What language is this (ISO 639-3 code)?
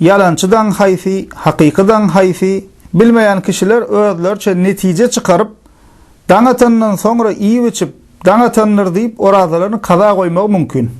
tuk